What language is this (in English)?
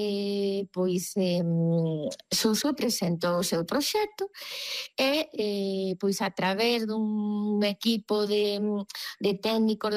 Galician